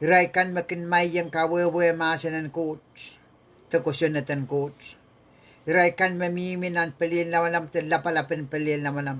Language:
Pohnpeian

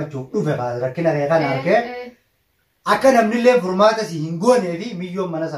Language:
Oromo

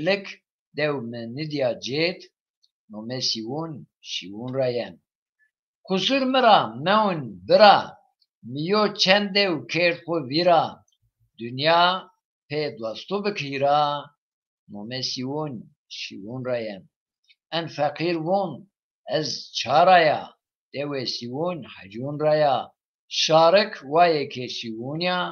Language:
Zaza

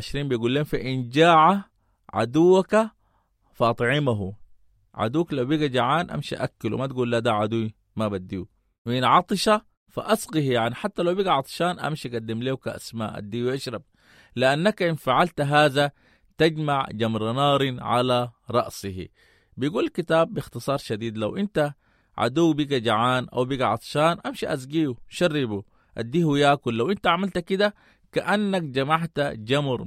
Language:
Sudanese Arabic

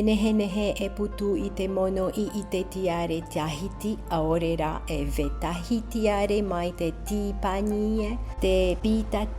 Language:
Tahitian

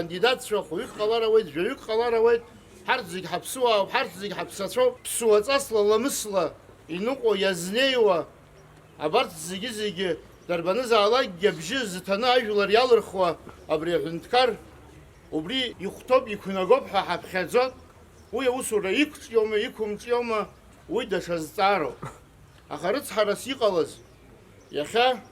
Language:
Abkhazian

